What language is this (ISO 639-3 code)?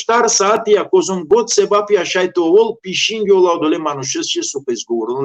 rmn